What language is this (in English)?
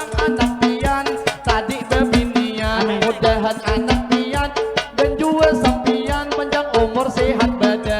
Banjar